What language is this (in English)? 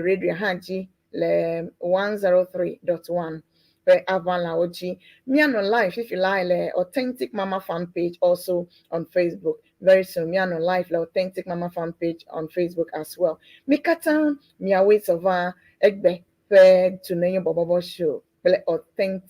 Ewe